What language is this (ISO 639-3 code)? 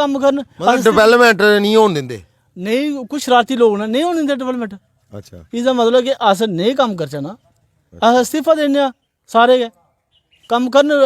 doi